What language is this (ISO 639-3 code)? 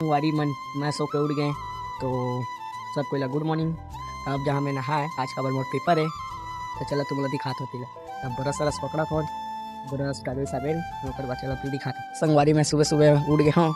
hne